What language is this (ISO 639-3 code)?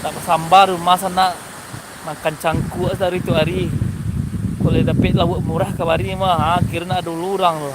min